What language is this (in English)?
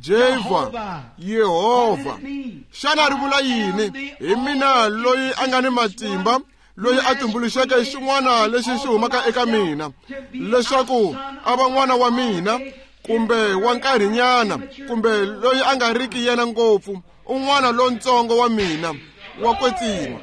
Tsonga